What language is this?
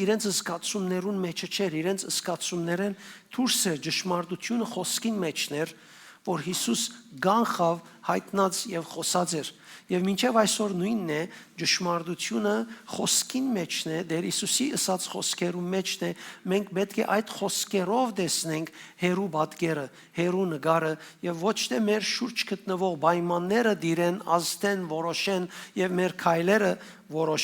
Western Armenian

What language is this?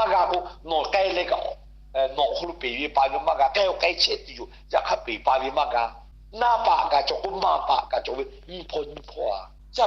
Lahu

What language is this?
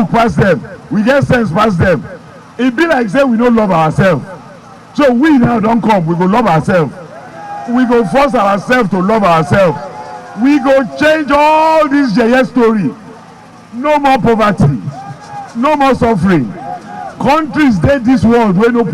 Nigerian Pidgin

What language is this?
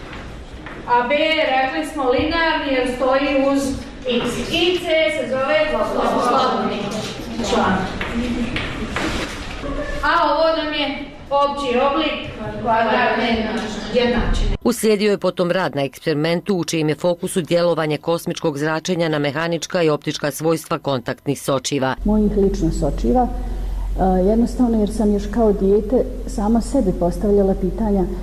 Bosnian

